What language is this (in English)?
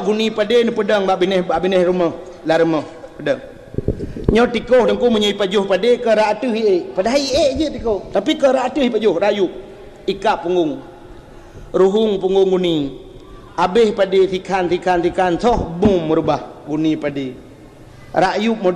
Achinese